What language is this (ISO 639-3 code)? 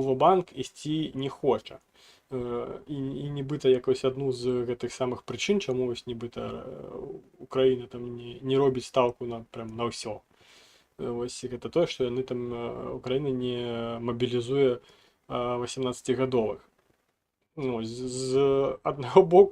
bel